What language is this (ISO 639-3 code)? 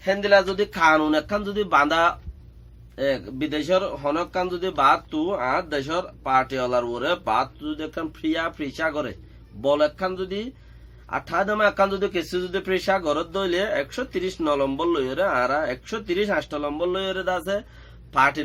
rhg